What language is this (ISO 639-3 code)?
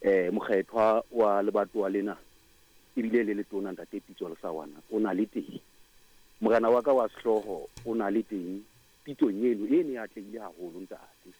sot